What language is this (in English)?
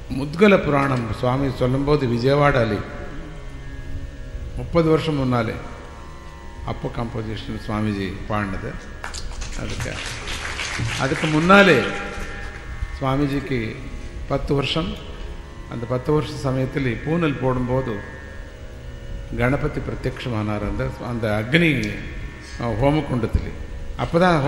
Tamil